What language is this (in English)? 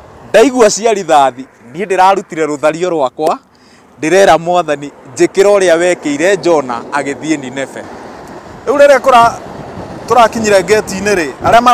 Kikuyu